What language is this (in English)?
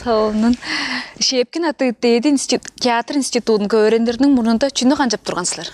Tuvinian